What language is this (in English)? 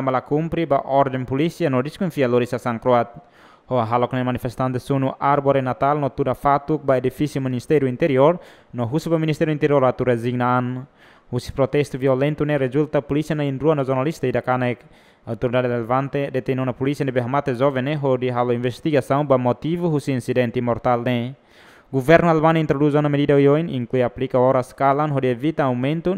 Tetum